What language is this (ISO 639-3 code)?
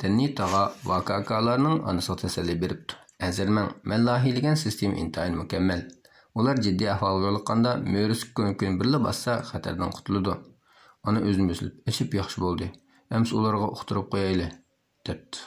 uig